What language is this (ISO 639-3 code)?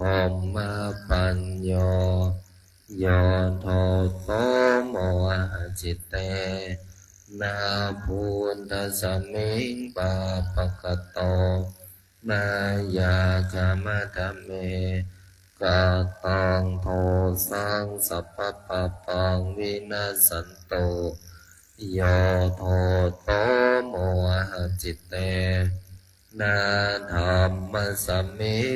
pli